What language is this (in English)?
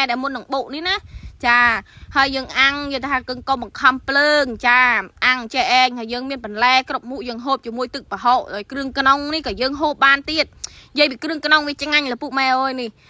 Khmer